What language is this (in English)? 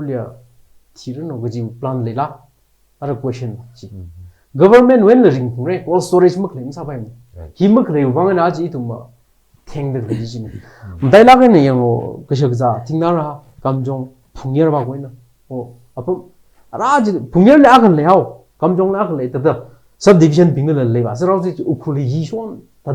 Tangkhul Naga (India)